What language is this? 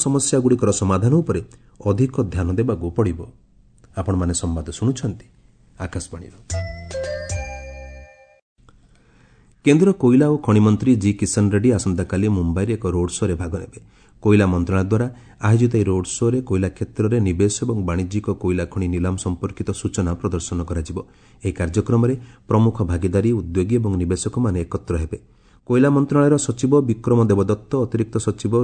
Odia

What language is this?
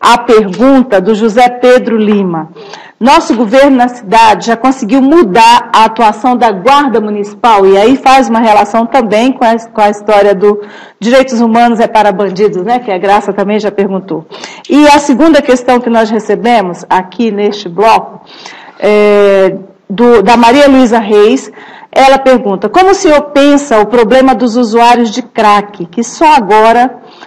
Portuguese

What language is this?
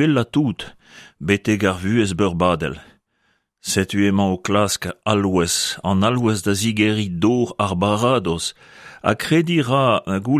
Breton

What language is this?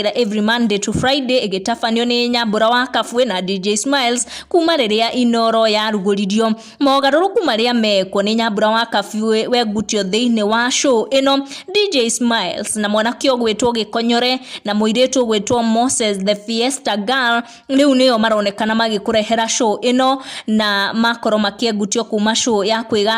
Kikuyu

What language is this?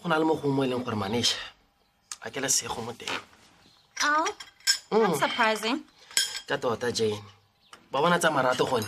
Tswana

